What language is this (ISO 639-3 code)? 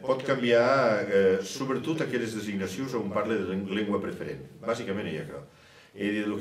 oci